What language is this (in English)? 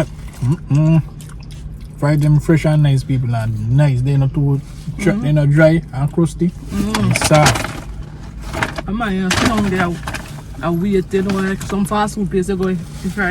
Jamaican Creole English